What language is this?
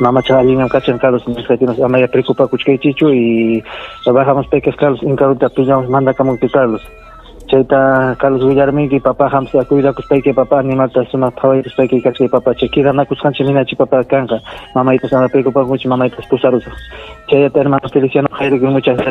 Ayacucho Quechua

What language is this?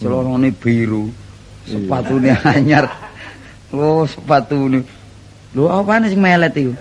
Javanese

